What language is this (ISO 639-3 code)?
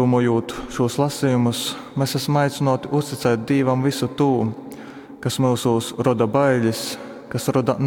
ltg